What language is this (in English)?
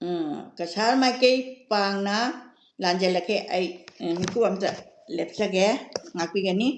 Manipuri